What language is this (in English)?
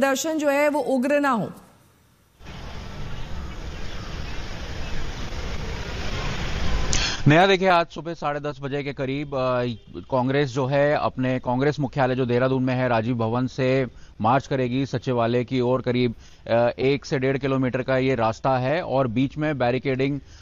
Hindi